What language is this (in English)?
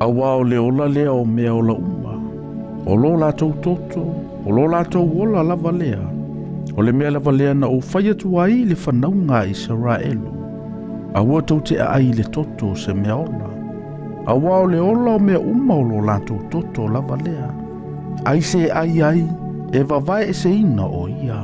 Samoan